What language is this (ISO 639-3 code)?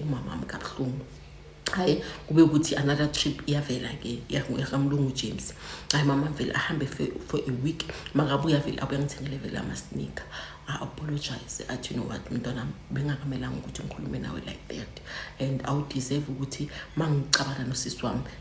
zul